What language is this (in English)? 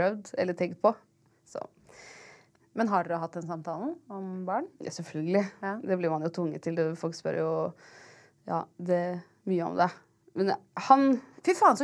Norwegian